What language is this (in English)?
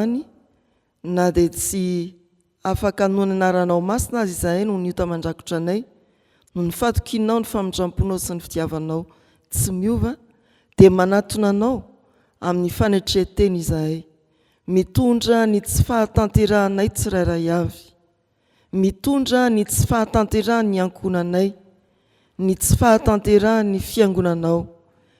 Malagasy